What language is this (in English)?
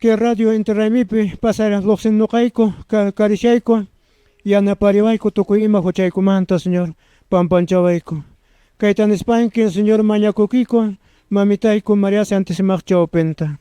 Quechua